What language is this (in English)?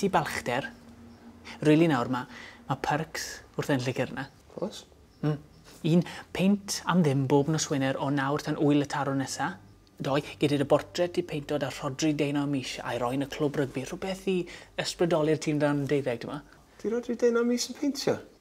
Welsh